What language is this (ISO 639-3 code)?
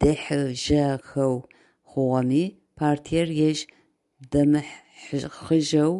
ady